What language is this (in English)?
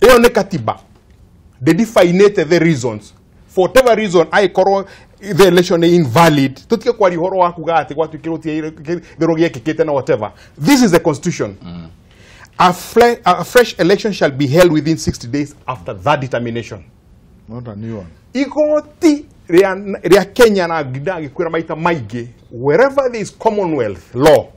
Kikuyu